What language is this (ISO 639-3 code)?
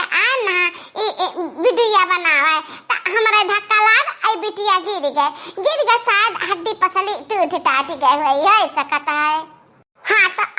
awa